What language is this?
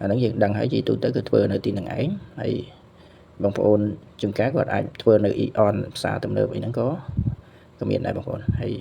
Khmer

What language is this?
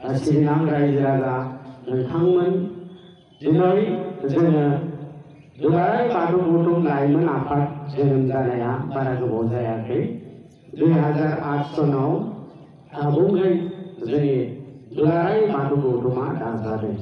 Bodo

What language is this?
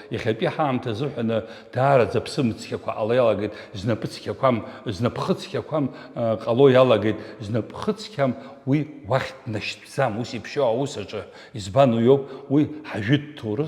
Abkhazian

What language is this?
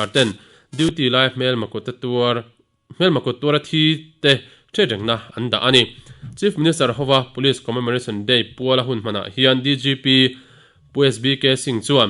Mizo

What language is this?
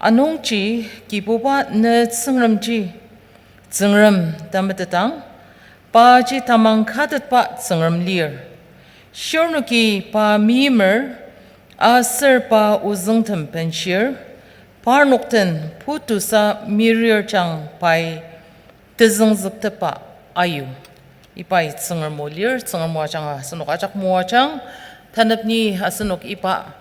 Ao Naga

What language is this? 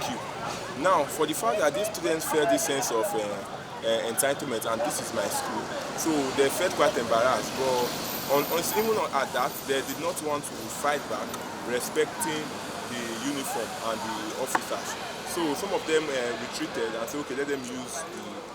Nigerian Pidgin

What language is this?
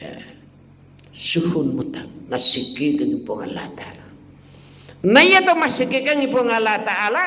Buginese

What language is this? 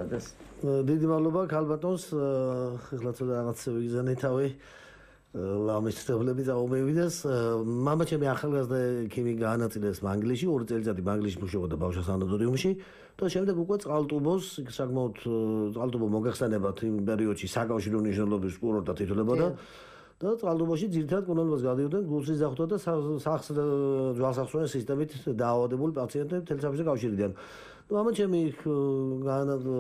Georgian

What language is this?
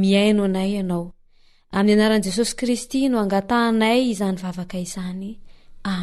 Malagasy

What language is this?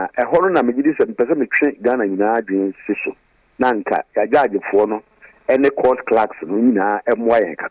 Akan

